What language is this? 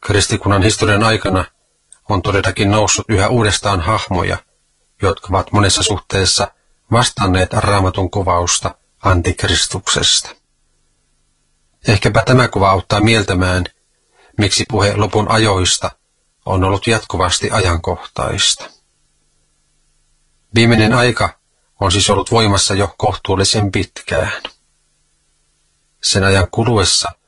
Finnish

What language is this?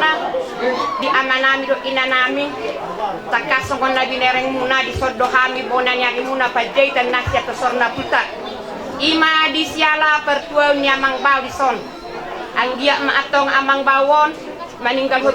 Batak Toba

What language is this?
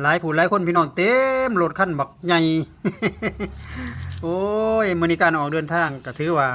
Lao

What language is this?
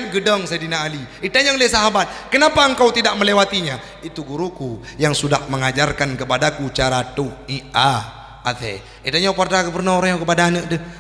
Achinese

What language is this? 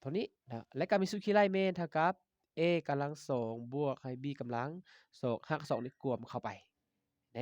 Lao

